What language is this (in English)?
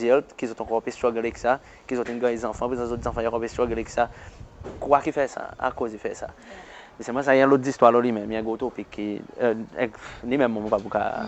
Seselwa Creole French